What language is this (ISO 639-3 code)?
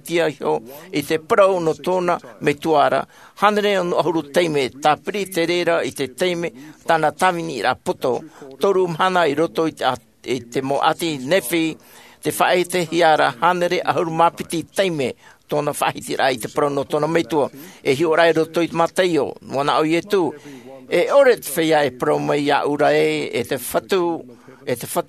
tah